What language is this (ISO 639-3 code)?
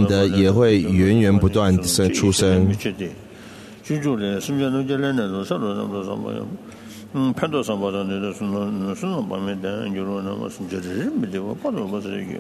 zho